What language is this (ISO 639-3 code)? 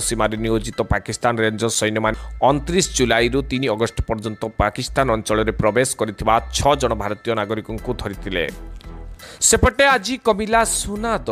ori